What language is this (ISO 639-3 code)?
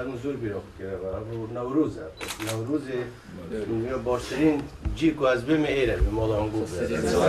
kur